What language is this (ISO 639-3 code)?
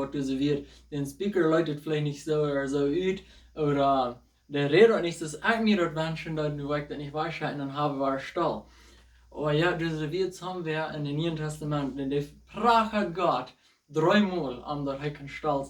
pdt